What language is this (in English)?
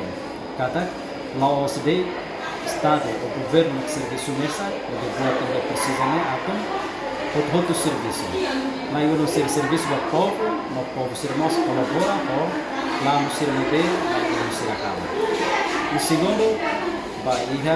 Tetum